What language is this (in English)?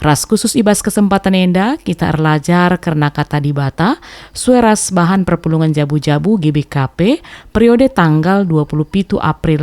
Batak Karo